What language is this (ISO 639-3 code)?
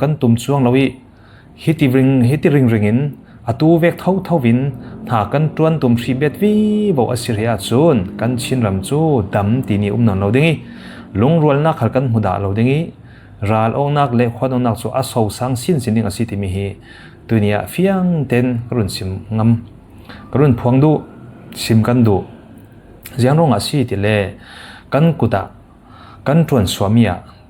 cfm